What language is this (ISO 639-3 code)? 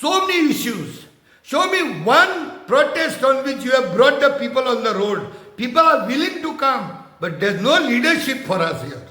kok